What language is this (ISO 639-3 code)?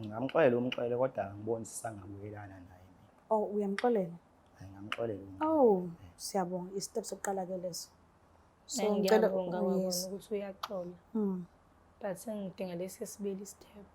zul